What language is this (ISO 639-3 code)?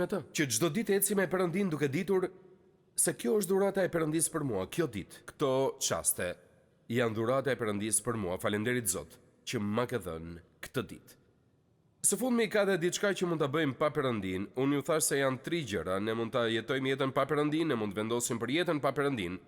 sqi